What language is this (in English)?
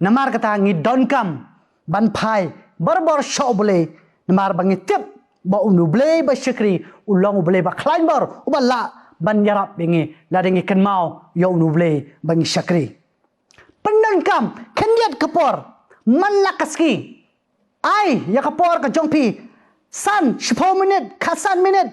Khasi